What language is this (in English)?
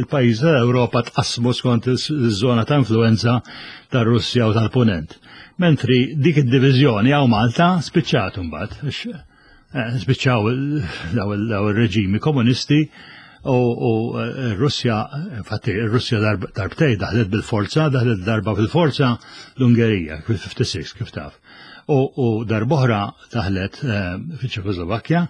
Maltese